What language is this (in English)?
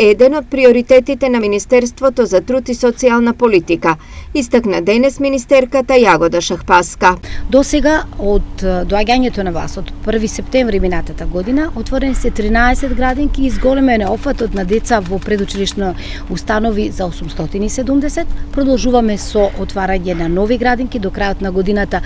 Macedonian